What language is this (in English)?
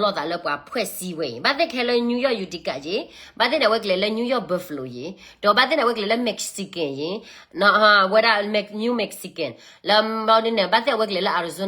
S'gaw Karen